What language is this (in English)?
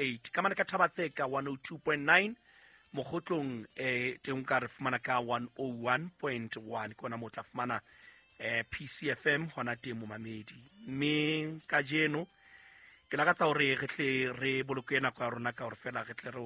Southern Sotho